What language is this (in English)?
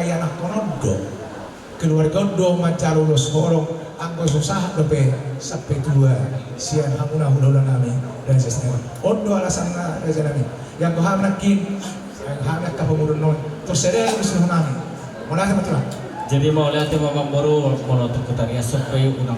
Batak Toba